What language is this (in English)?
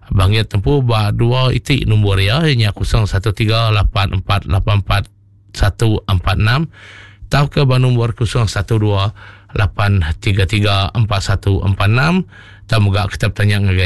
Iban